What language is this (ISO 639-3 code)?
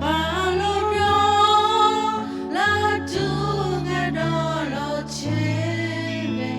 lhu